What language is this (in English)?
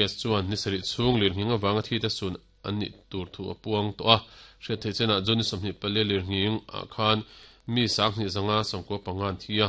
Mizo